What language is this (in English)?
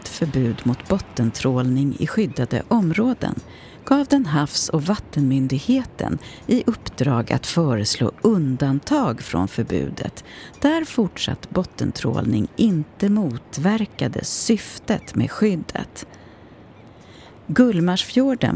Swedish